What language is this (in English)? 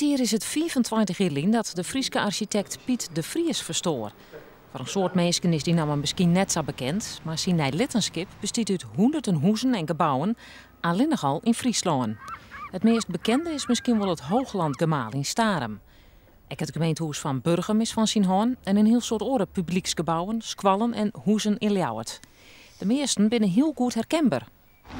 Western Frisian